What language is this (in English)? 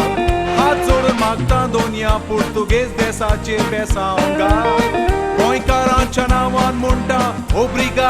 Konkani